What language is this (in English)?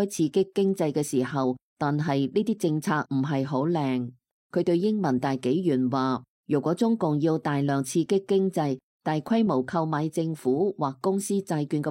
Cantonese